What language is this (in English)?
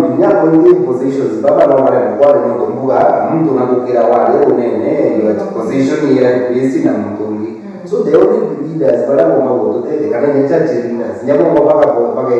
Meru